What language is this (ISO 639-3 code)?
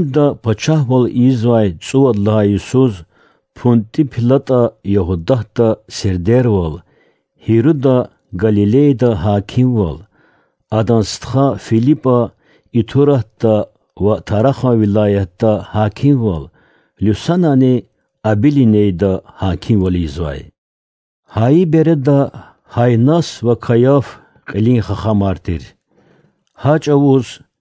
lez